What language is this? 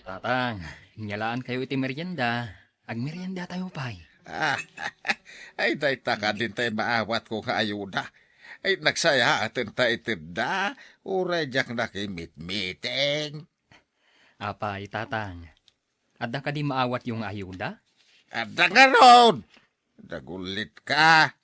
Iloko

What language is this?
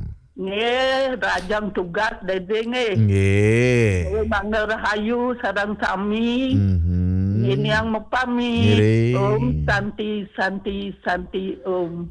Balinese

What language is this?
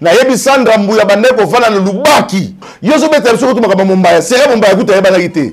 Lingala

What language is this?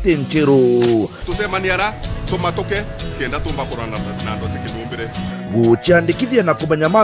Meru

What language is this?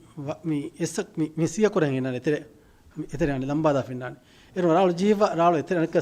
Divehi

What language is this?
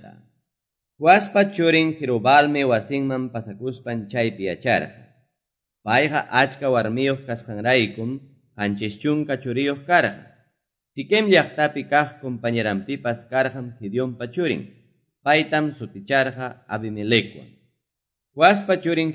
Quechua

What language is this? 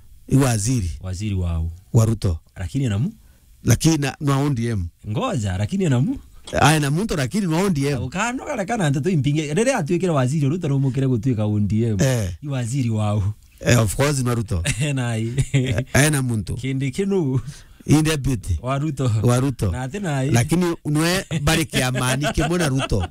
Meru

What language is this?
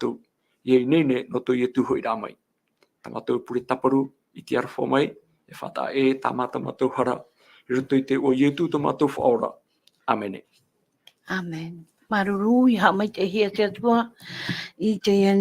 Tahitian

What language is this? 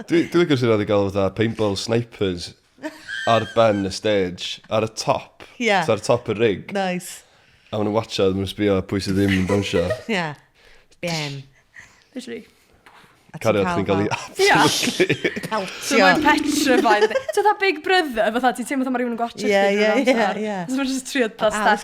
Welsh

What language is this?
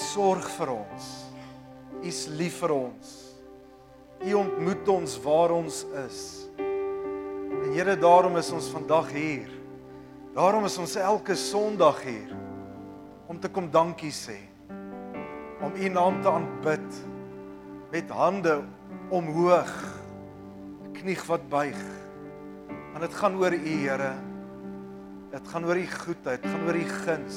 Afrikaans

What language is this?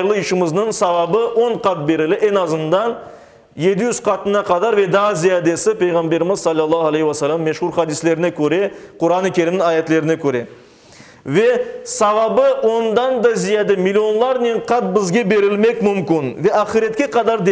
Crimean Tatar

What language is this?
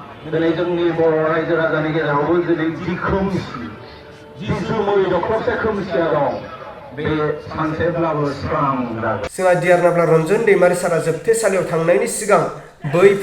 Bodo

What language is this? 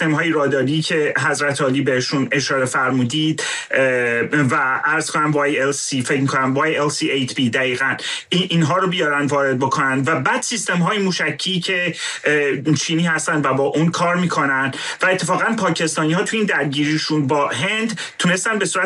Persian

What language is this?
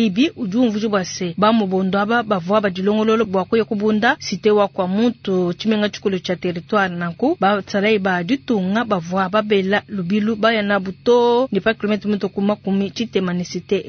Luba-Lulua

